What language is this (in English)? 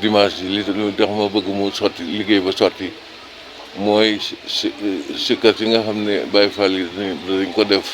Wolof